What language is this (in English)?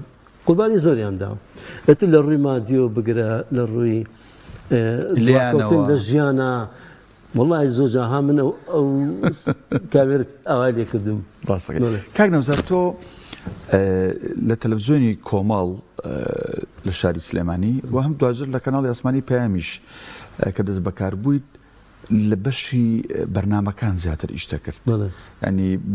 Central Kurdish